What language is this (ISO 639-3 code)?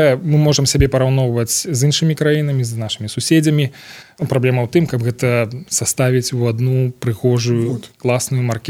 bel